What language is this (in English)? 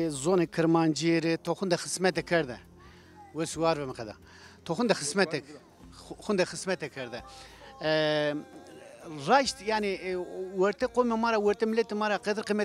Zaza